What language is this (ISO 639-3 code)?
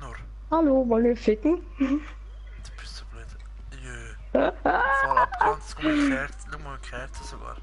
gsw